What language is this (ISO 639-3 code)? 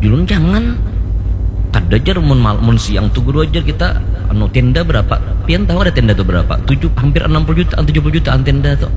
bjn